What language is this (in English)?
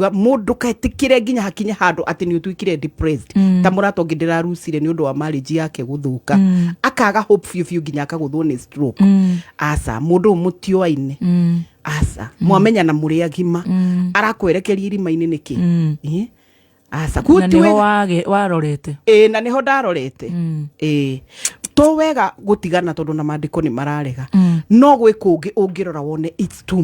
Kikuyu